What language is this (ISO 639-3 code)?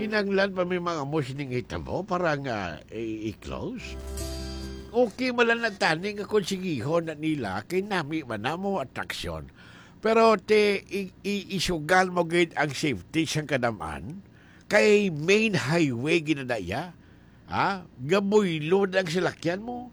hil